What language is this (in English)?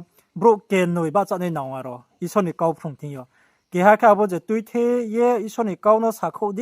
Riang (India)